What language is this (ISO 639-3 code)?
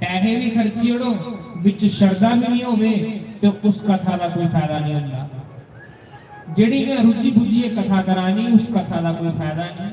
doi